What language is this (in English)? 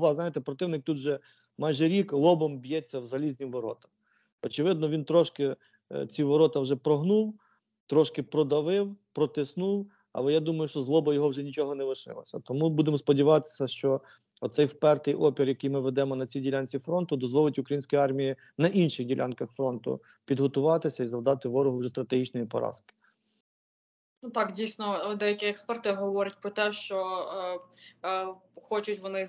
Ukrainian